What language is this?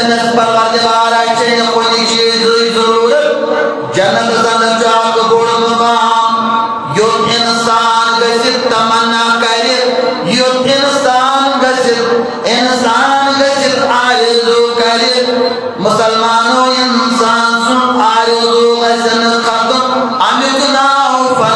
Kashmiri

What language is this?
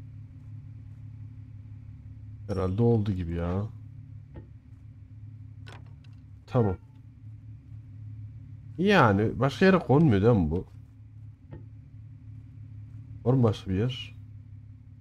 Turkish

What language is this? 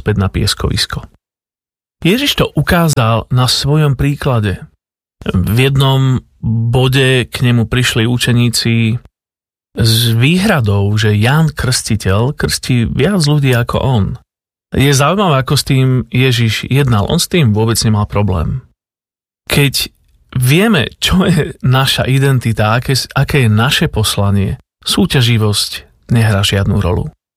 Slovak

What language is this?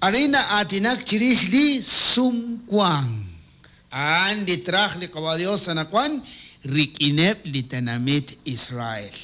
Kekchí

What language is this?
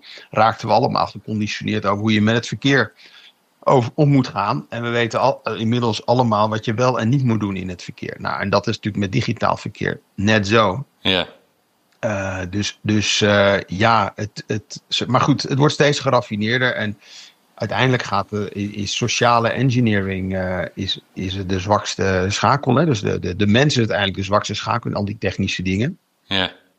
Dutch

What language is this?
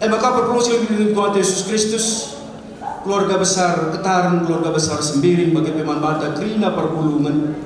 Batak Karo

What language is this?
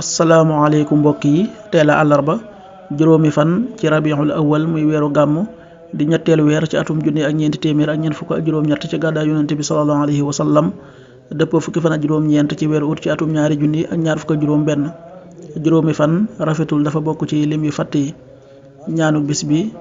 Wolof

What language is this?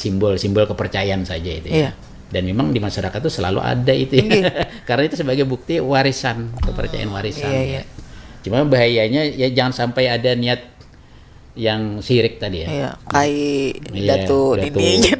Banjar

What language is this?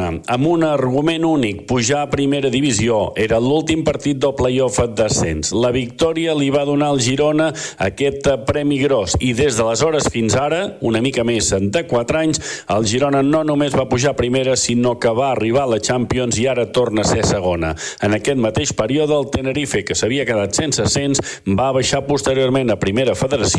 Catalan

